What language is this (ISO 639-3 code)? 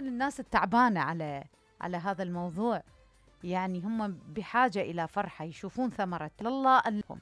acm